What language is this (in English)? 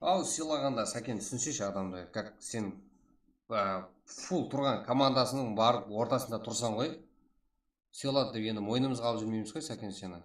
Kara-Kalpak